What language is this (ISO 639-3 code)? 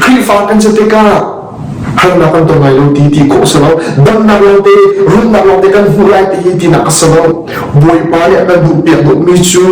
cnh